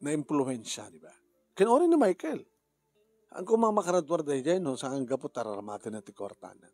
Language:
Iloko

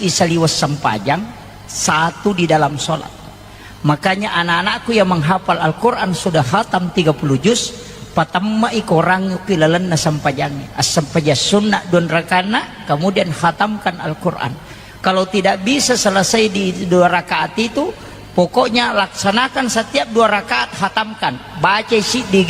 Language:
Buginese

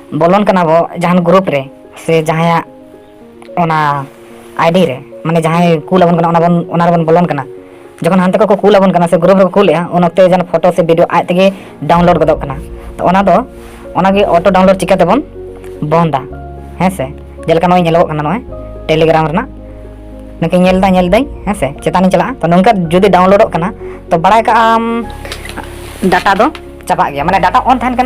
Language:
Santali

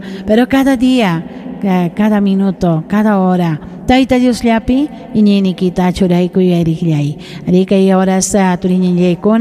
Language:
Ayacucho Quechua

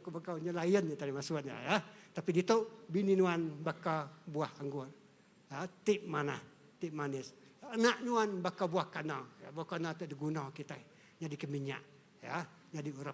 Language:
Iban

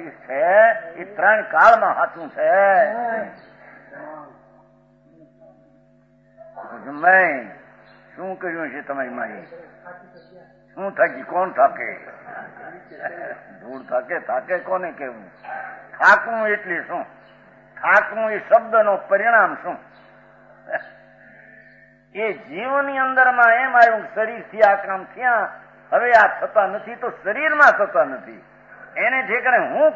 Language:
Gujarati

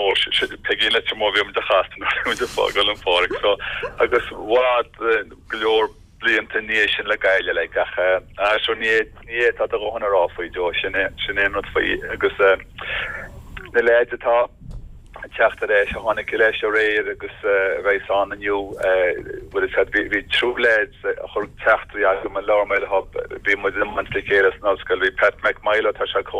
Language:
Irish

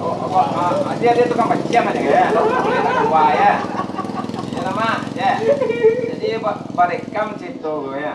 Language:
Minangkabau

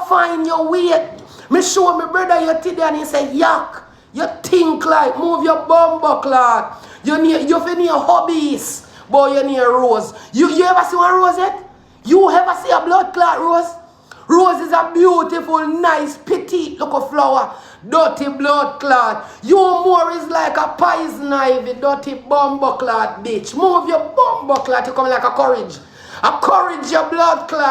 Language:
Jamaican Creole English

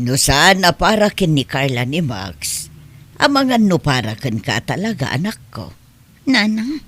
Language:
Iloko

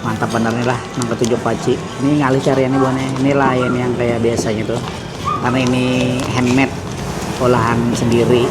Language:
Banjar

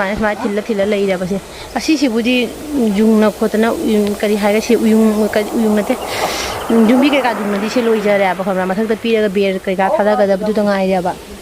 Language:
Manipuri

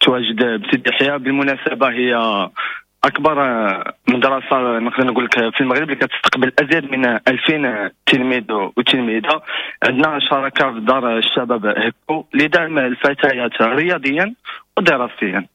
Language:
Moroccan Arabic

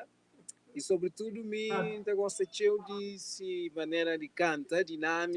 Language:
Kabuverdianu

